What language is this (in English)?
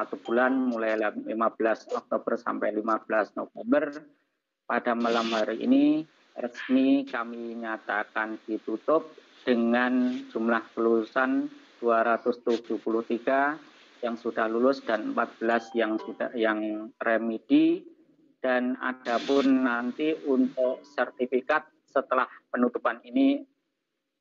Indonesian